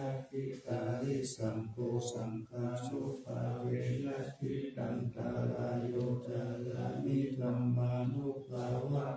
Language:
Pali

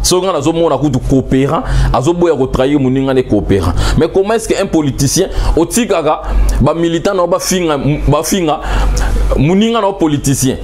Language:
Lingala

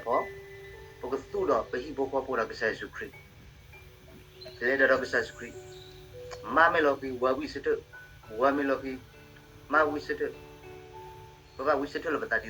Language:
S'gaw Karen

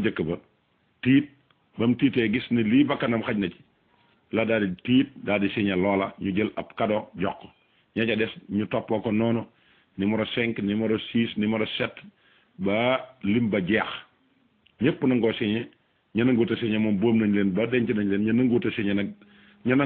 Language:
Wolof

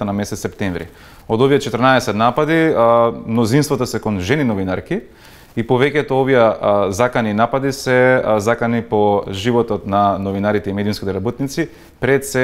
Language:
Macedonian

